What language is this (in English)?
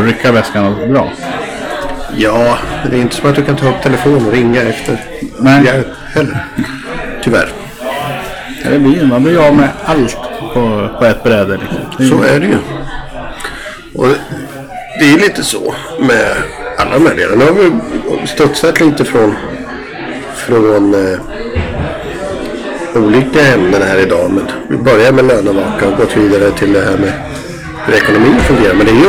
Swedish